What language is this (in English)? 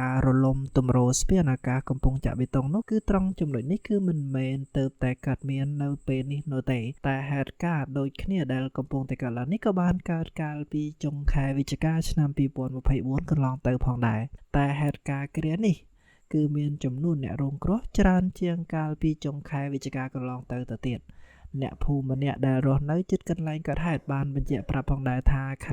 Khmer